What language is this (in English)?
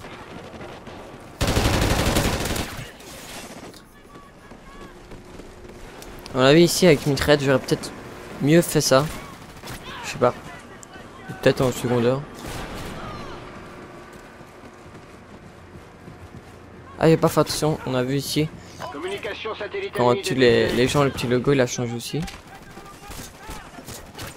French